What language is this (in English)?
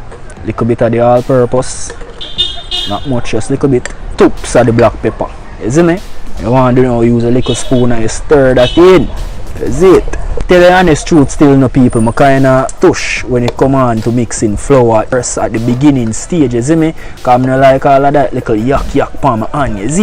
Jamaican Creole English